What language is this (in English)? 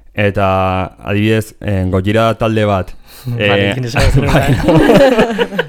Basque